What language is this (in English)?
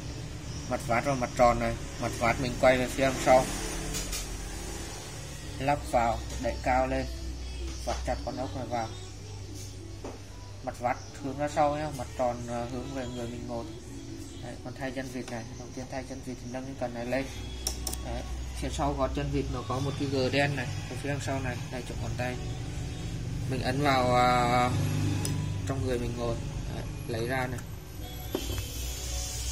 Vietnamese